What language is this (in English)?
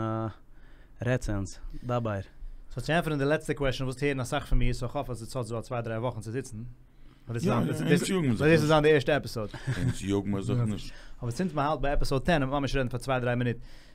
Yiddish